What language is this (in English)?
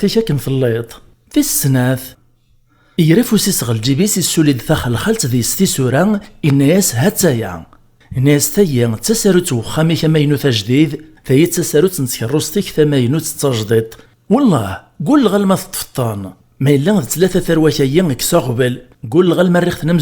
Kabyle